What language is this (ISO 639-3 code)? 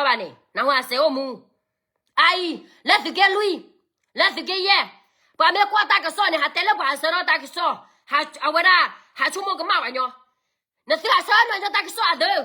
ksw